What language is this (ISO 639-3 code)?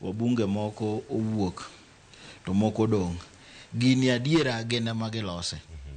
luo